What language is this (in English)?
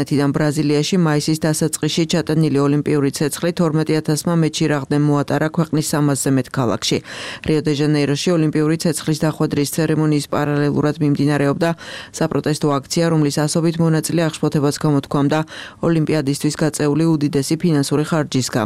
Georgian